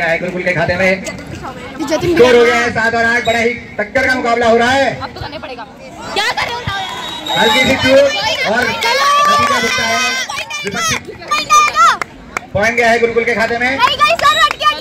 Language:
Hindi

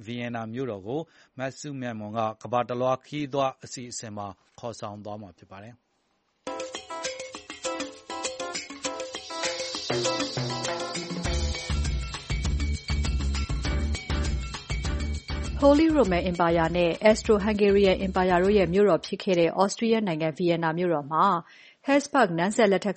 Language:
Burmese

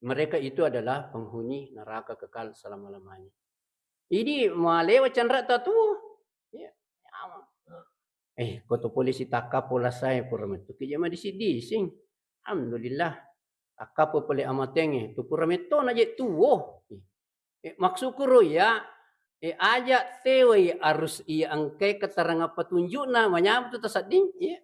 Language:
Buginese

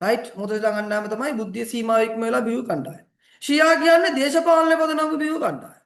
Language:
Sinhala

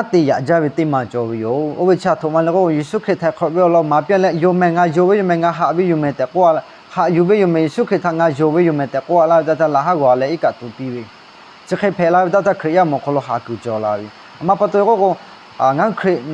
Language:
Lahu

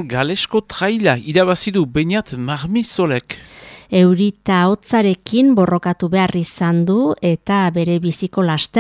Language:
Basque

